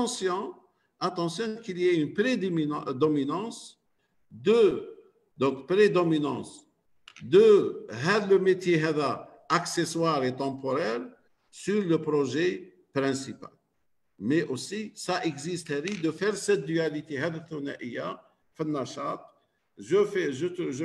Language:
French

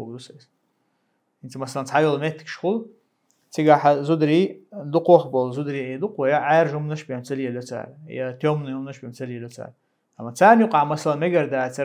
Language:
Chechen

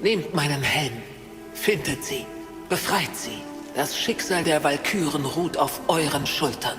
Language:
Bavarian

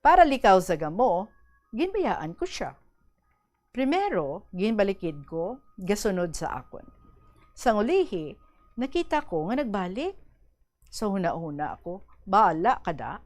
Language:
Hiligaynon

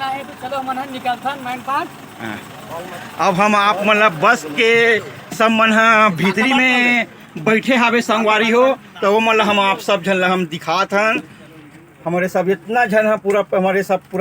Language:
Chhattisgarhi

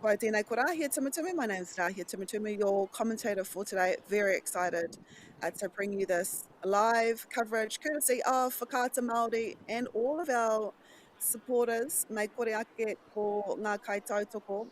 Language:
Māori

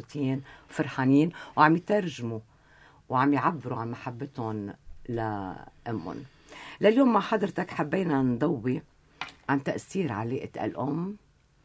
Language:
North Levantine Arabic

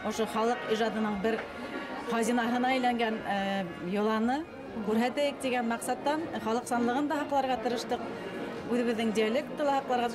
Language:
Bashkir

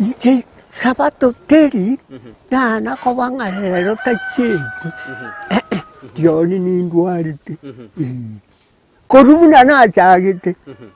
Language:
Gusii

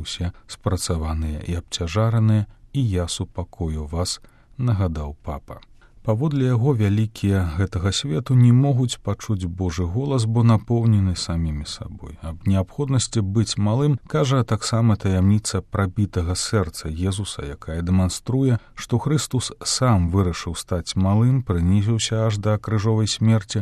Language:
Belarusian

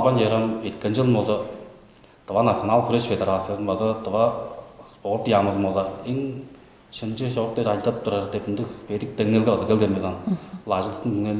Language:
Tuvinian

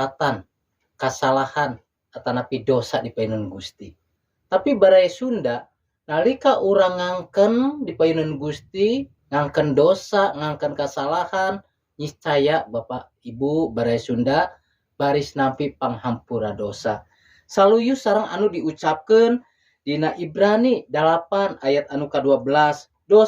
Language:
Sundanese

